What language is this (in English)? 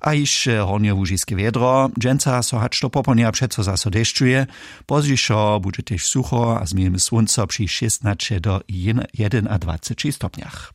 Upper Sorbian